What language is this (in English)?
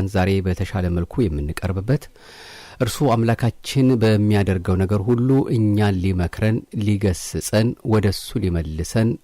Amharic